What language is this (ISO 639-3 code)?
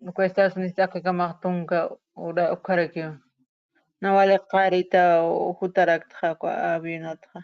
aym